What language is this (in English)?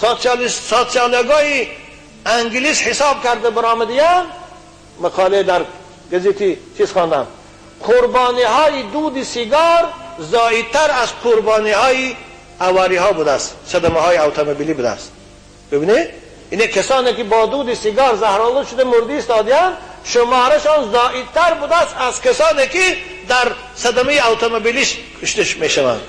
Tajik